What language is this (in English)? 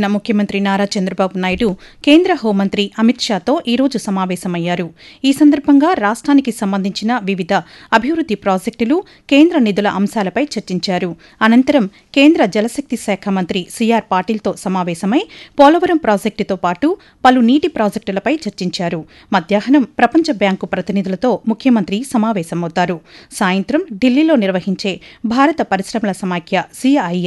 Telugu